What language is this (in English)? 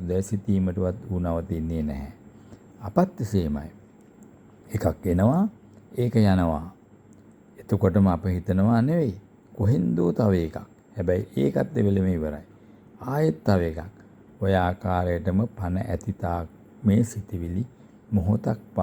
Sinhala